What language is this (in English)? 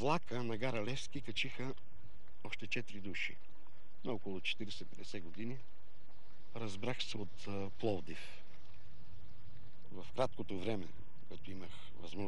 Bulgarian